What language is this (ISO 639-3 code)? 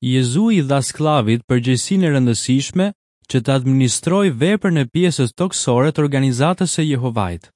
sqi